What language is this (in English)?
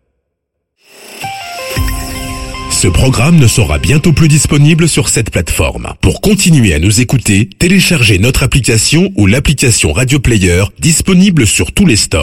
French